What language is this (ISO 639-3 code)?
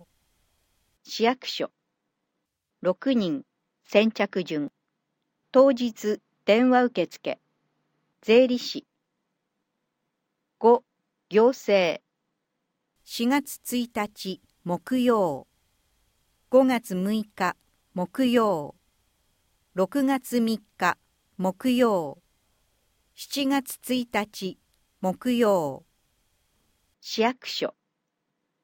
jpn